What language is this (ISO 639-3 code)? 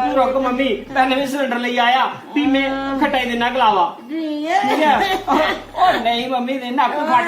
doi